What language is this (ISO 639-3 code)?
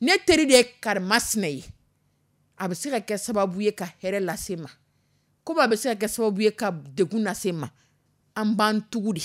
dyu